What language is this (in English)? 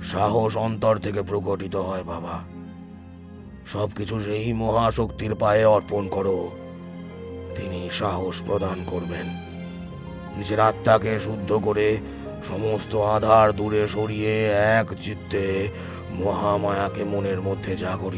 Bangla